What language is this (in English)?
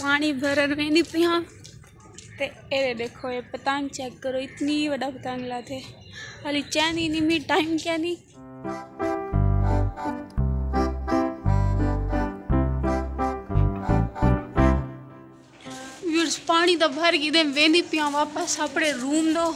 Saraiki